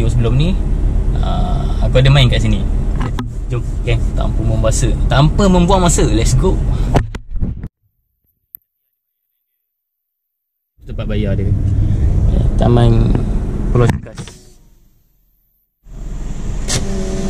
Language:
Malay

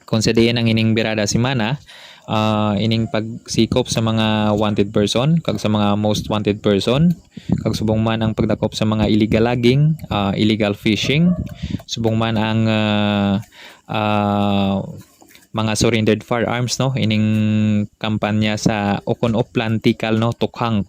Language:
Hiligaynon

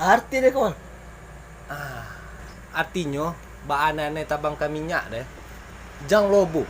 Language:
Minangkabau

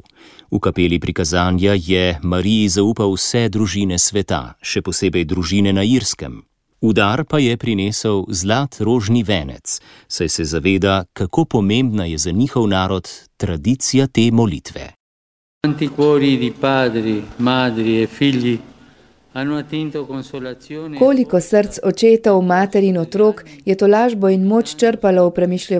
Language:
Slovenian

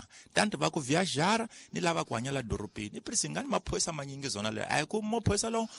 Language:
Tsonga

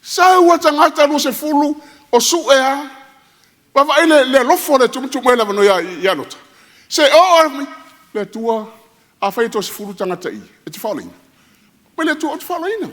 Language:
Samoan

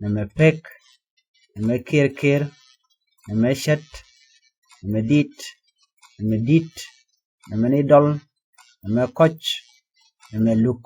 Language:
Nuer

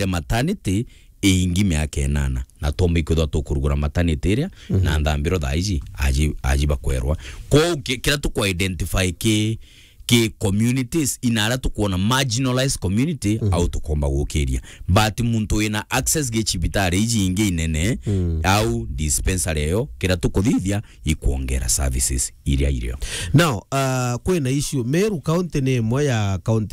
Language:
Meru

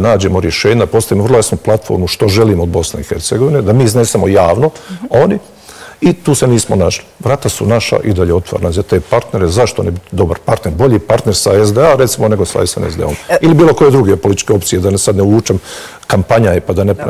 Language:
Bosnian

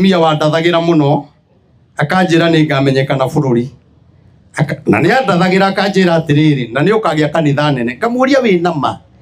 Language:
Kikuyu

